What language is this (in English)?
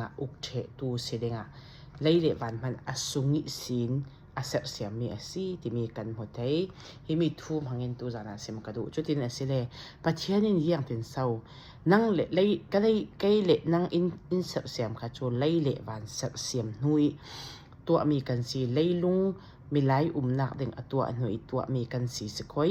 Falam Chin